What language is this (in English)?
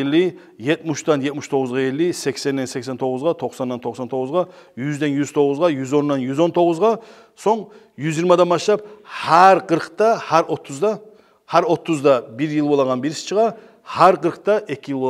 Kumyk